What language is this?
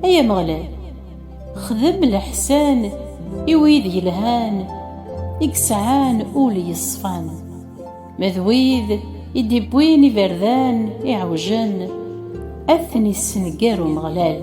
Kabyle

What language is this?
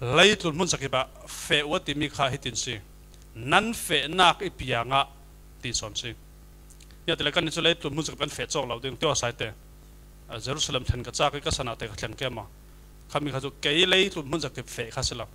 Falam Chin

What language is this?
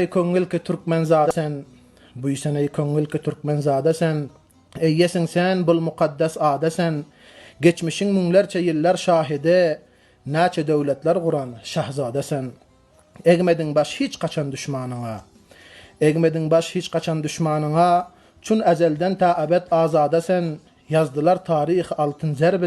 Turkmen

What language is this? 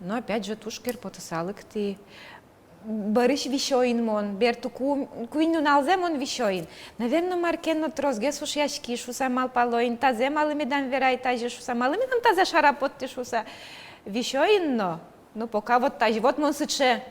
Udmurt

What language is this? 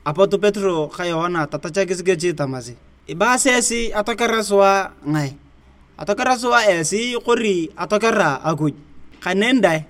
Turkana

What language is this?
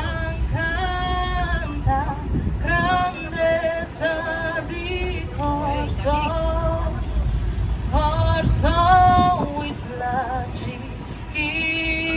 Papiamento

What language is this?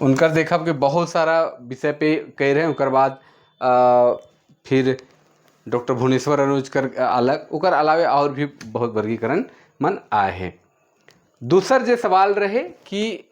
Sadri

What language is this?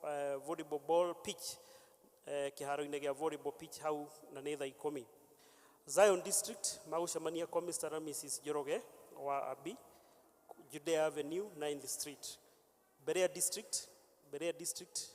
Kikuyu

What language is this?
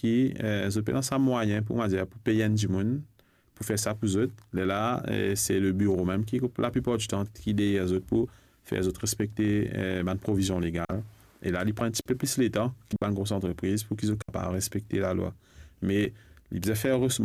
Morisyen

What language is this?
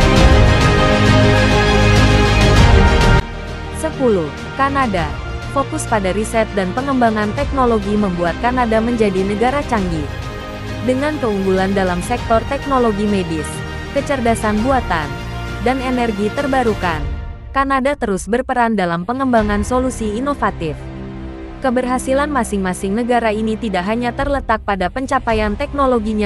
Indonesian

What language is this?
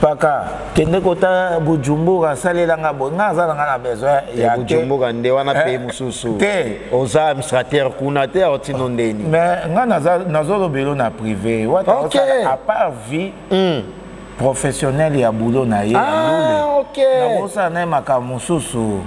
Lingala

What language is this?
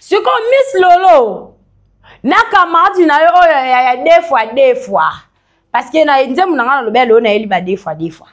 Lingala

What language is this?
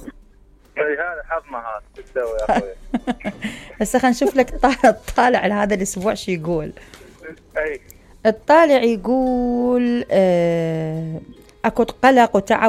Mesopotamian Arabic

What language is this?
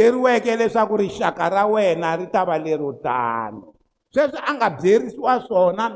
Tsonga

